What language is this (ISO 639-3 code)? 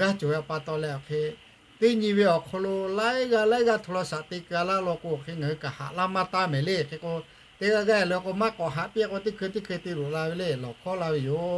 lhu